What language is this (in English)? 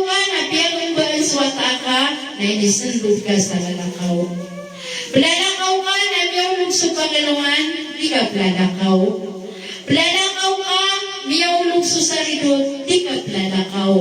Maranao